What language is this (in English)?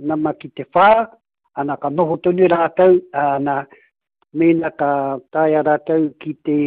Māori